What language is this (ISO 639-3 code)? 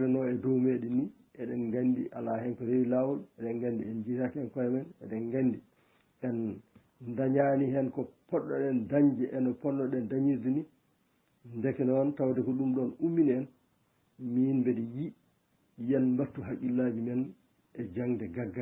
ful